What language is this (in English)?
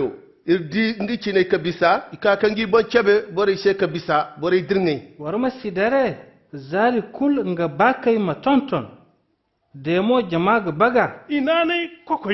Koyraboro Senni